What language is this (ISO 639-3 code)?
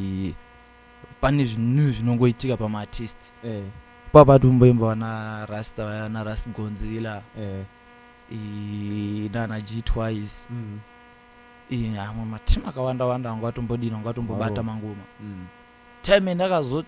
sna